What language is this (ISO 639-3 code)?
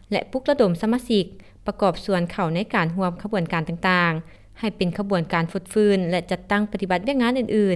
lao